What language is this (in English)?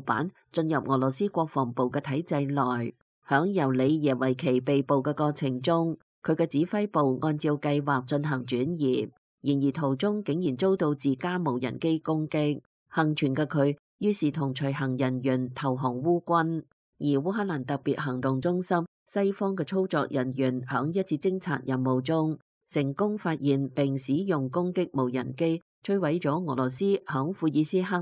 Cantonese